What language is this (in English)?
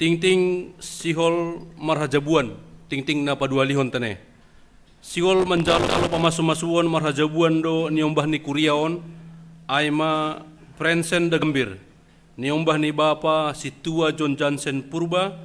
Batak Simalungun